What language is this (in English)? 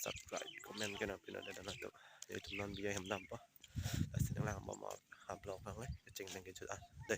Karbi